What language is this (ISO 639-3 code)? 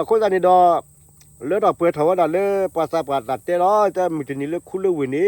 ksw